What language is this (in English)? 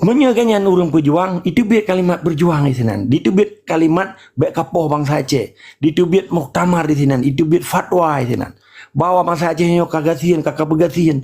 Achinese